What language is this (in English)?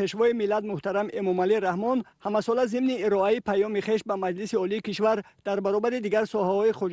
Tajik